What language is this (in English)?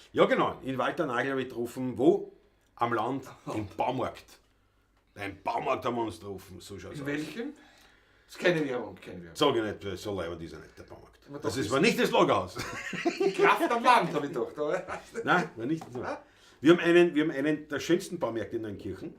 Bavarian